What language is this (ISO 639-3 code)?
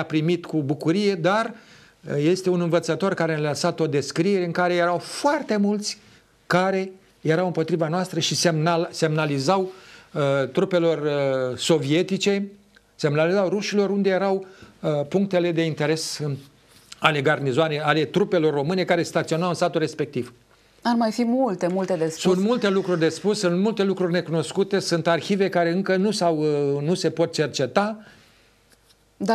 ron